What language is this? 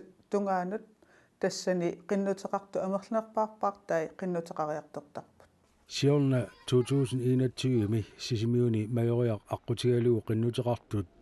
Kalaallisut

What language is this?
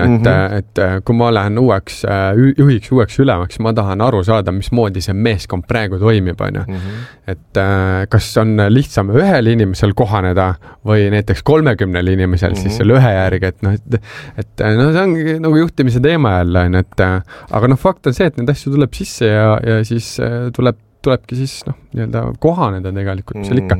Estonian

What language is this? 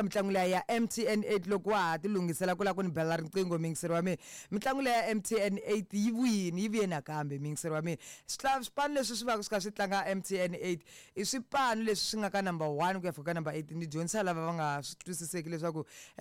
Tsonga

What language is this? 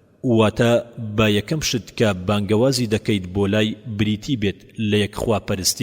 Central Kurdish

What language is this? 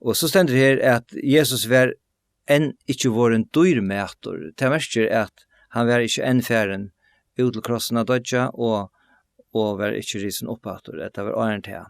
Faroese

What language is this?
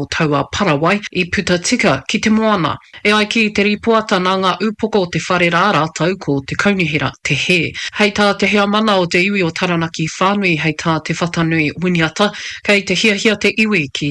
Māori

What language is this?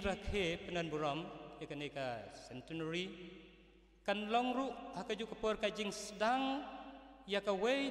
Khasi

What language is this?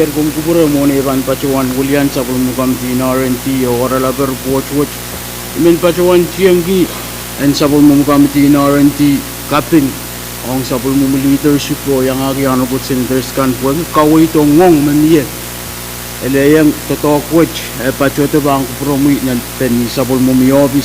Pohnpeian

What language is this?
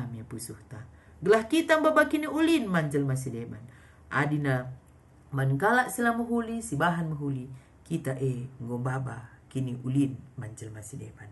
Batak Karo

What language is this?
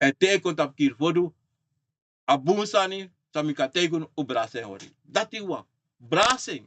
Sranan Tongo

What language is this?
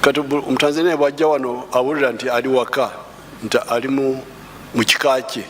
Ganda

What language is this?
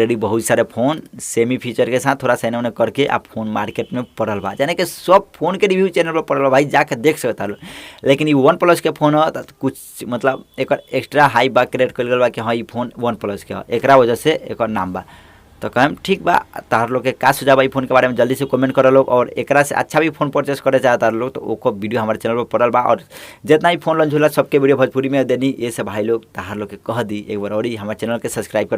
Bhojpuri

